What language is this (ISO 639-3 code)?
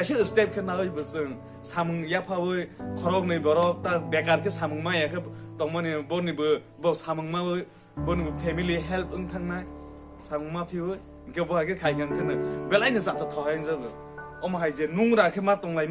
trp